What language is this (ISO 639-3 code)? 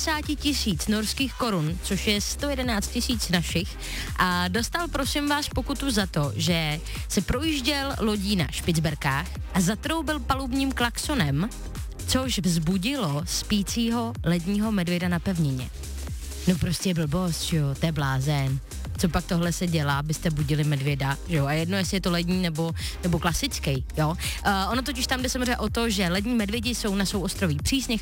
ces